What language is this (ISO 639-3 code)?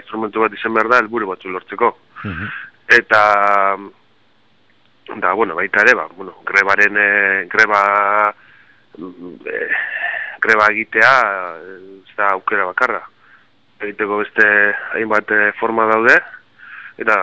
eus